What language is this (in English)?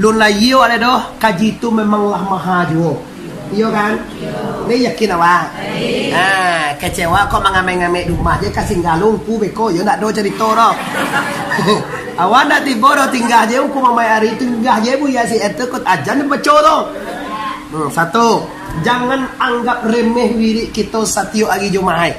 Minangkabau